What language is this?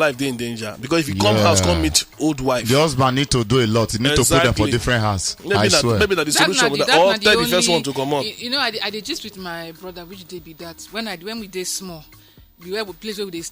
Nigerian Pidgin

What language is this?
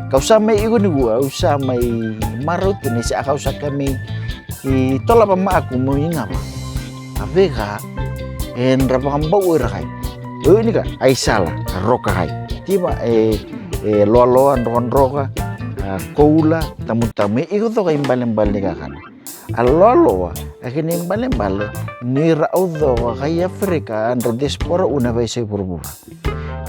Fijian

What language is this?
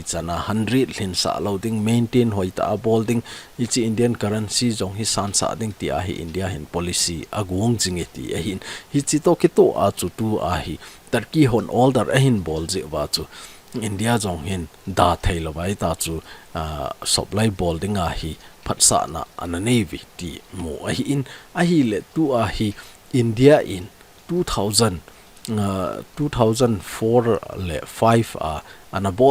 Thado Chin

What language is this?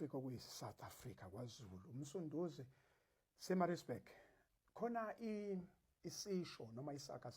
Zulu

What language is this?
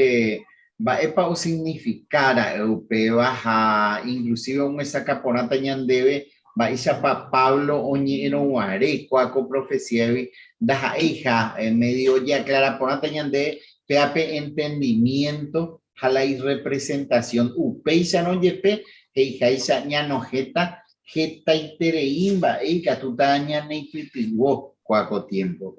Guarani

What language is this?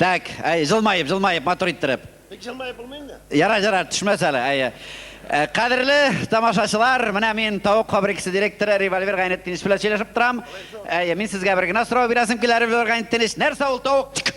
Tatar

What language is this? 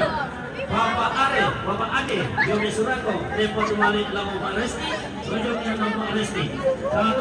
Toraja-Sa'dan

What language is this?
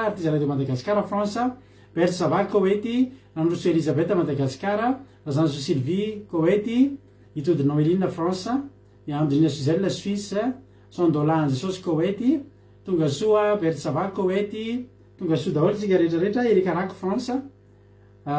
Malagasy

